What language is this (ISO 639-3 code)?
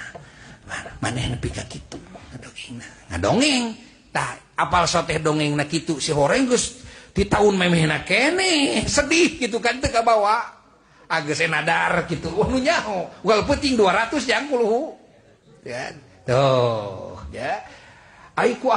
sun